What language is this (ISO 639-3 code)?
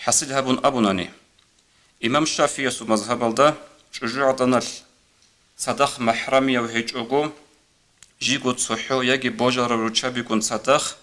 ava